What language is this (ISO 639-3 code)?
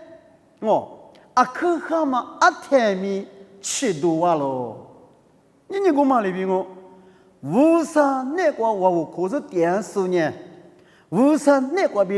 lis